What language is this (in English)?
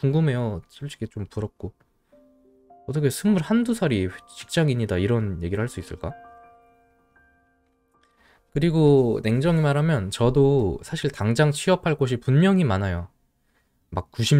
Korean